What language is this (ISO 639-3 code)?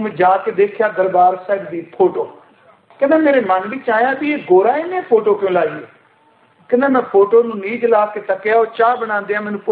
pan